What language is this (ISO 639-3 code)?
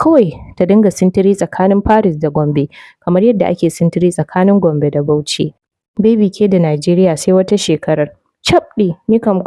hau